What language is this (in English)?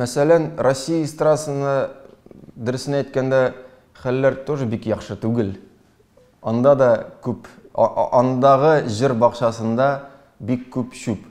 Tatar